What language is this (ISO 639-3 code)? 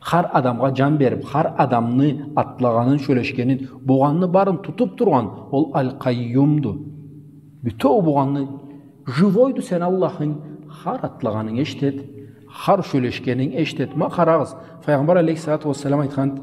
krc